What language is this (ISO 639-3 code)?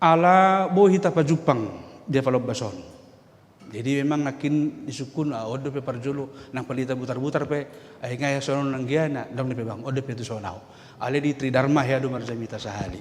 bbc